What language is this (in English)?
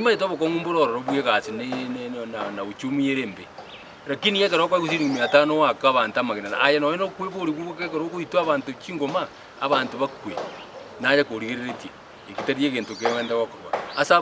Gusii